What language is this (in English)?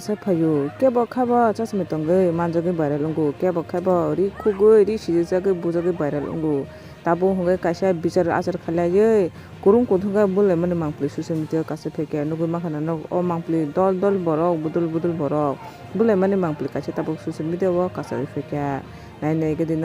Kok Borok